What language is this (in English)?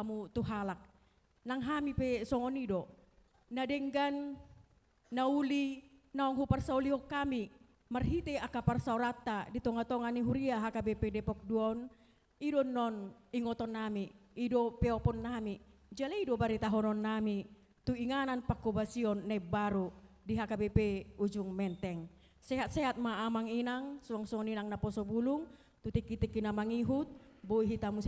Batak Toba